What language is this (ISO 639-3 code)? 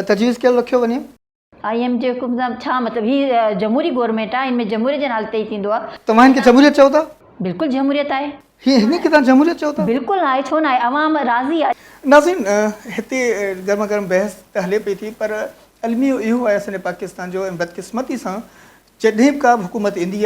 snd